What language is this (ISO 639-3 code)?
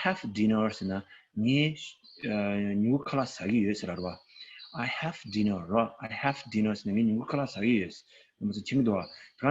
bod